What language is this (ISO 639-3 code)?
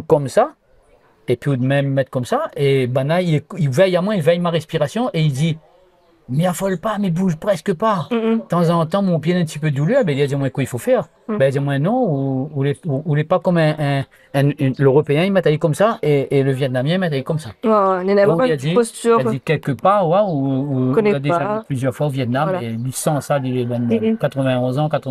rcf